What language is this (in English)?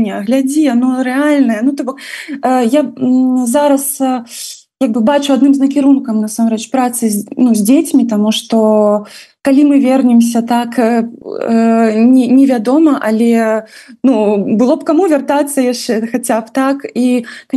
Belarusian